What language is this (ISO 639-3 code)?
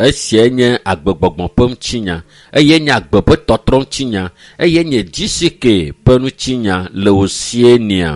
ewe